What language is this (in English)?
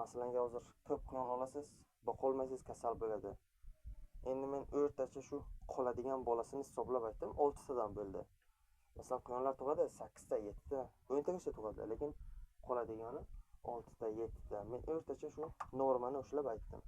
Uzbek